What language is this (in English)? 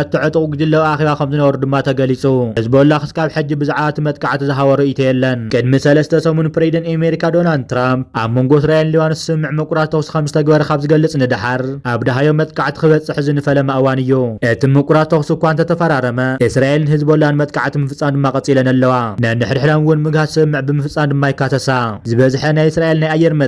Tigrinya